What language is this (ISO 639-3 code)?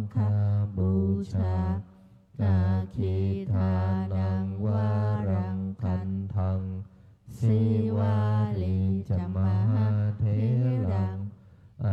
pli